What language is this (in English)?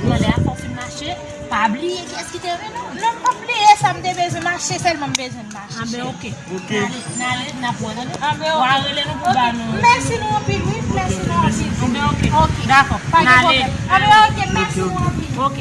Haitian Creole